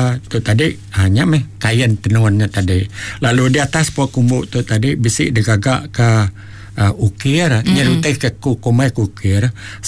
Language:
Iban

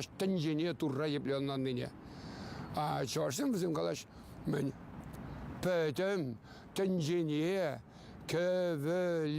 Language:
Chuvash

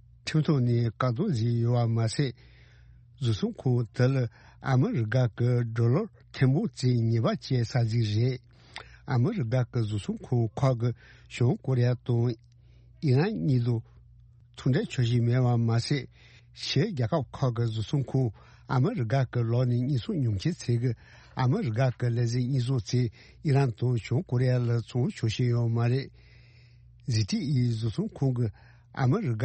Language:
Tibetan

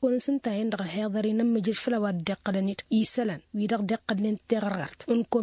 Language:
Tamasheq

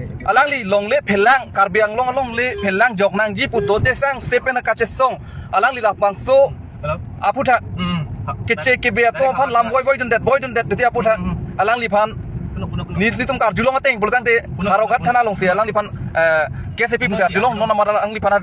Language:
Karbi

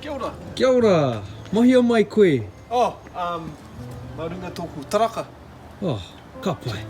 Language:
Māori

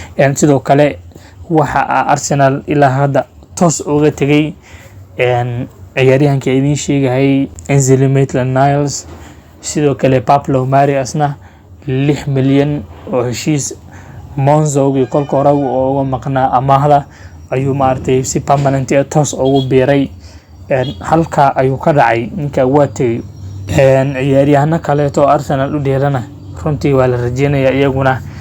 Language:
Somali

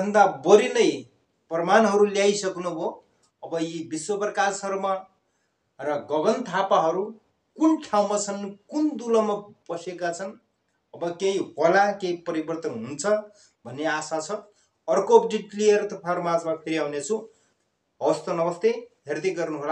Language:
Nepali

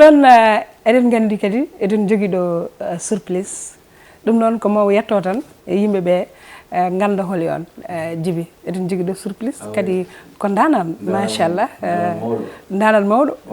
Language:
Fula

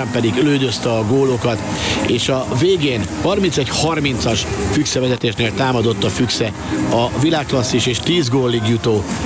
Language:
Hungarian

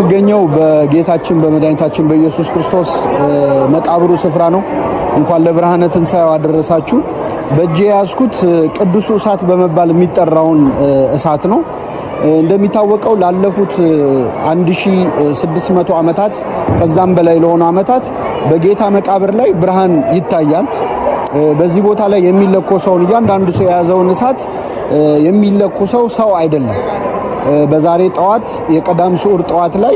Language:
Amharic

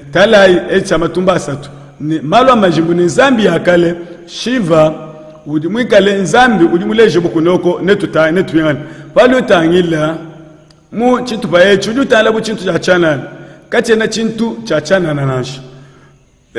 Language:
Luba-Lulua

